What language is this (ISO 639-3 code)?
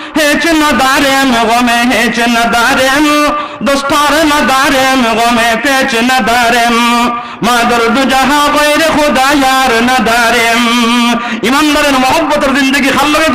syl